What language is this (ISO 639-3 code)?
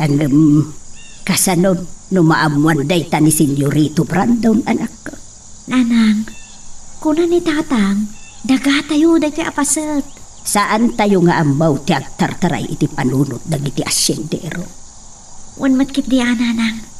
ilo